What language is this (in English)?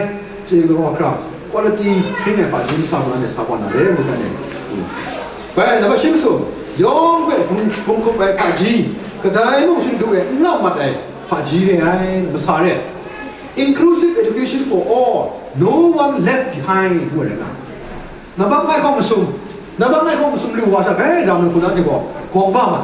Kachin